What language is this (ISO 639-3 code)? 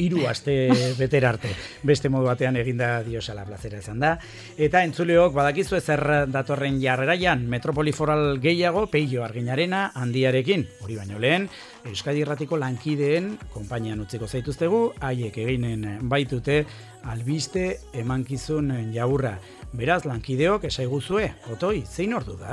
eus